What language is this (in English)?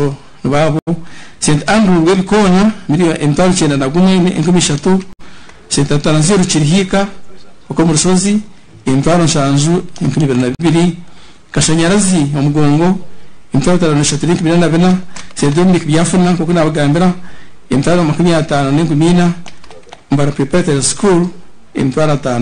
Nyankole